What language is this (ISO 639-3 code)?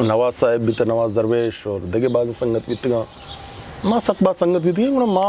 bgp